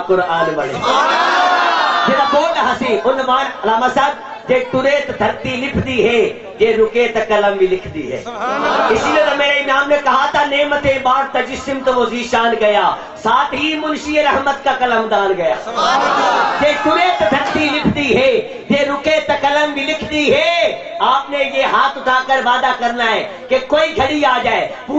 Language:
Urdu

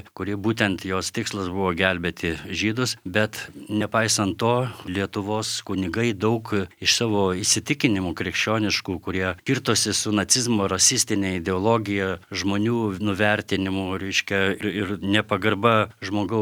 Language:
Lithuanian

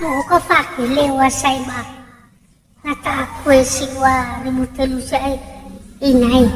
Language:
Nias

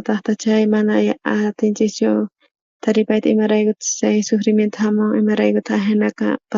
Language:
South Bolivian Quechua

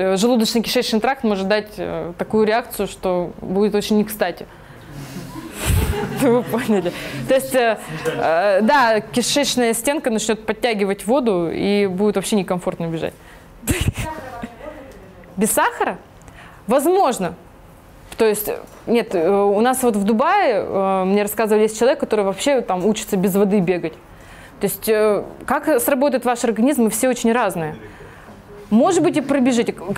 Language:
Russian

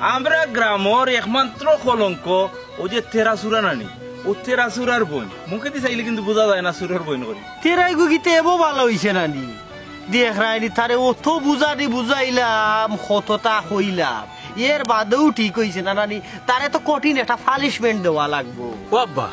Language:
Sylheti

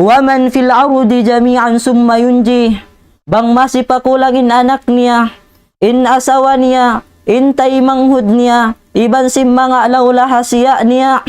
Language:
Tausug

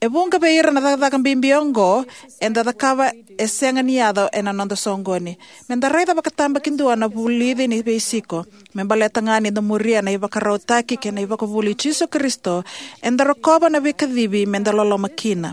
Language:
Fijian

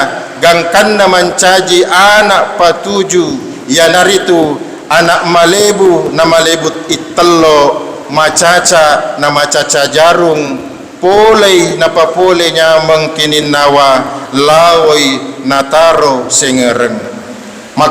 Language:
Buginese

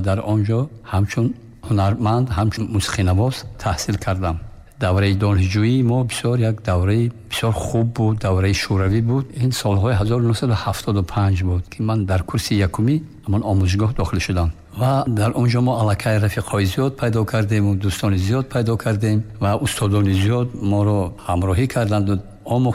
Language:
Tajik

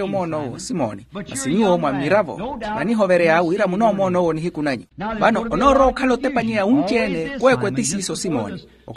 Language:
Makhuwa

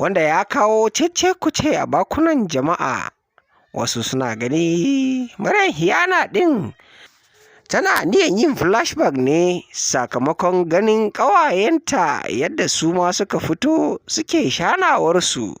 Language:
Hausa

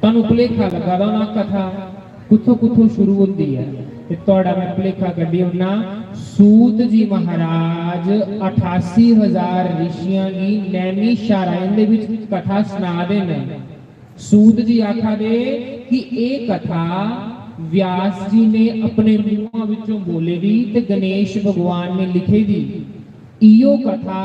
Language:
Dogri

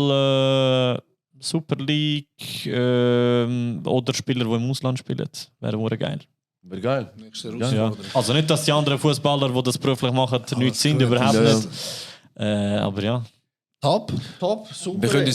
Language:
Swiss German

